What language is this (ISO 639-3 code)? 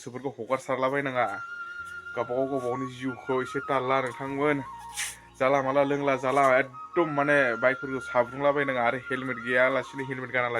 brx